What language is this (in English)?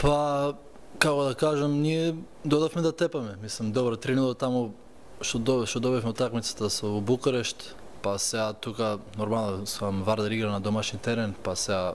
Macedonian